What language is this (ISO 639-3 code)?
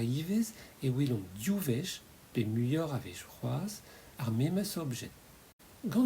bre